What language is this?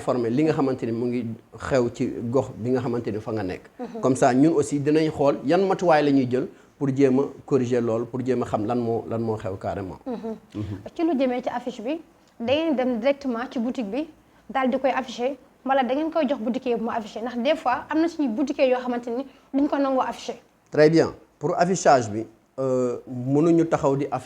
Wolof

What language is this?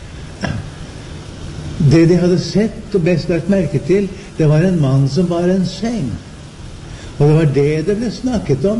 Norwegian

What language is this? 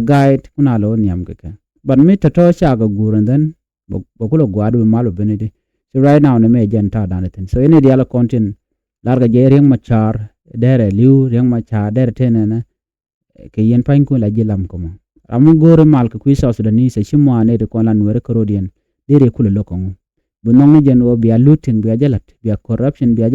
Nuer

